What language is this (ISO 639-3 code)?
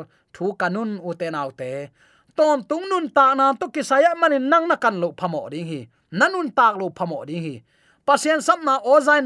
ctd